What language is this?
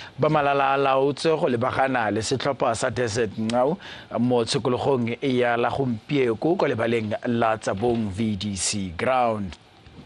Tswana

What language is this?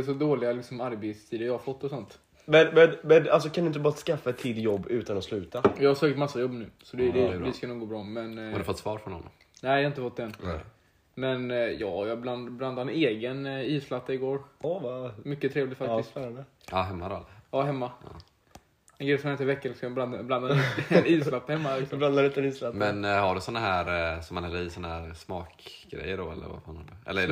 Swedish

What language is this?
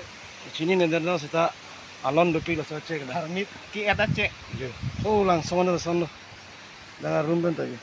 Karbi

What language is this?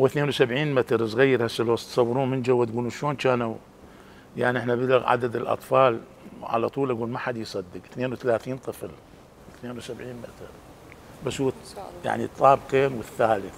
Mesopotamian Arabic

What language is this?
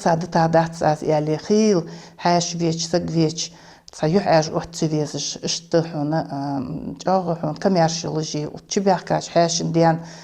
Ingush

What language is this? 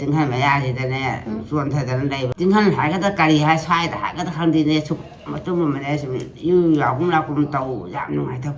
Manipuri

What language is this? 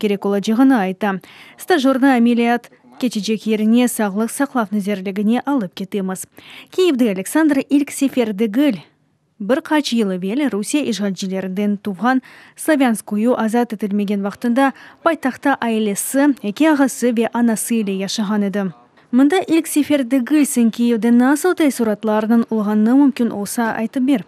Crimean Tatar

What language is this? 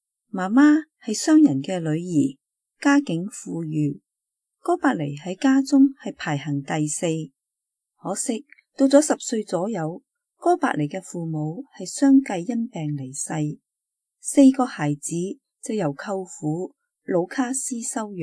Cantonese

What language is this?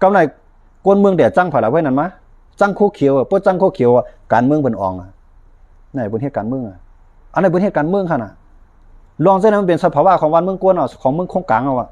Shan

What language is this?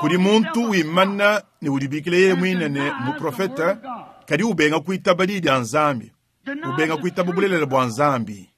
Luba-Lulua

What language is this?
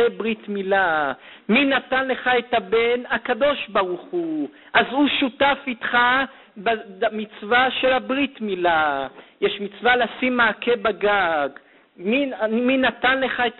Hebrew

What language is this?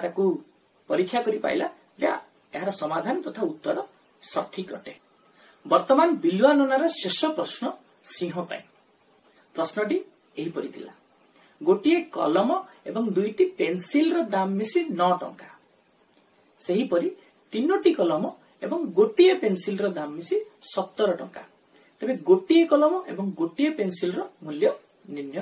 Odia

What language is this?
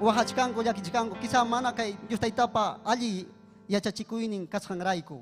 Ayacucho Quechua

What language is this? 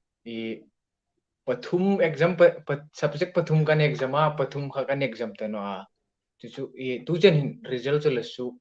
Hmar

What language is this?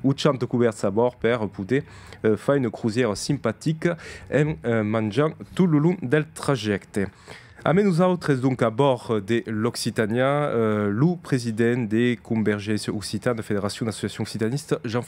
Occitan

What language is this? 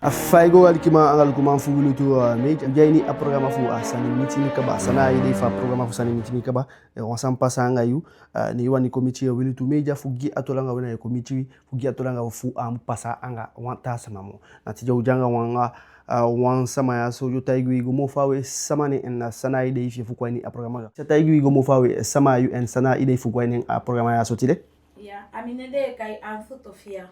Eastern Maroon Creole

